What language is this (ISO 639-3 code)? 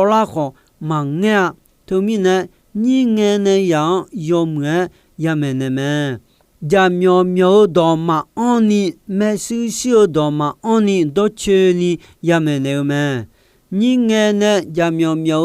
ahk